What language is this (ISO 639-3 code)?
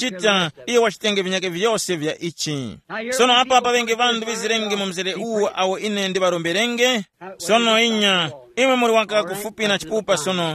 tum